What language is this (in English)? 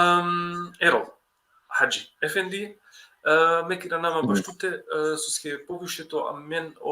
Balkan Romani